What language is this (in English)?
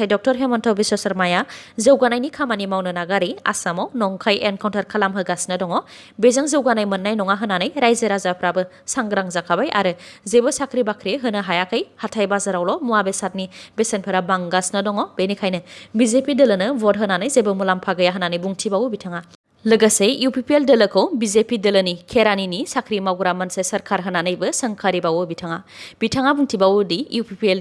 Bodo